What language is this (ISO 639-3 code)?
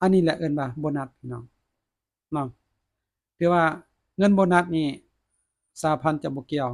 lao